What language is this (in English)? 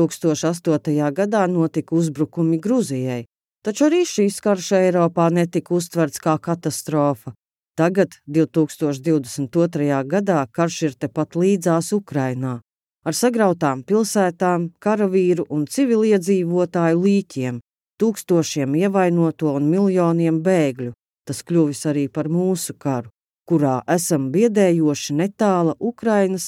Latvian